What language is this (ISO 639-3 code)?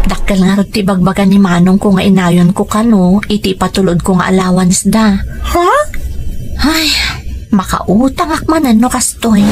ilo